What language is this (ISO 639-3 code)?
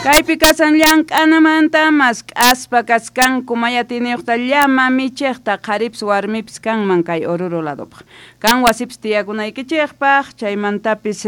quh